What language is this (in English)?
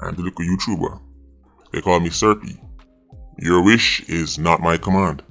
Jamaican Creole English